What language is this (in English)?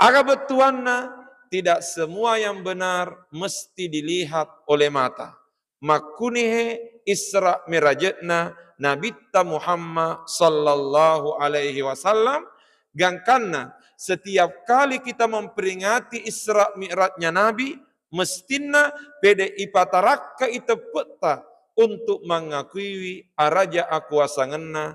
Buginese